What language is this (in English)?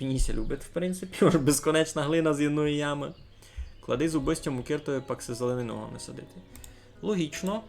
Rusyn